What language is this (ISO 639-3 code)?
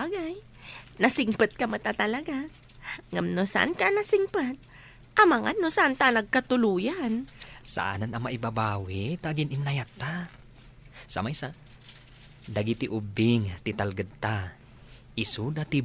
ilo